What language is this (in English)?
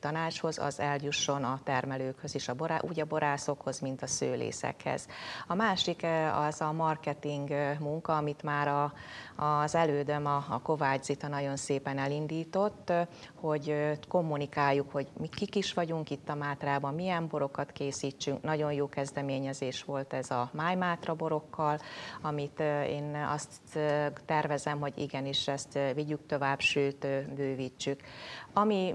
Hungarian